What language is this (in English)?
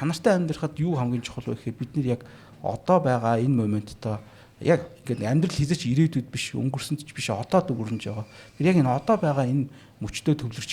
Mongolian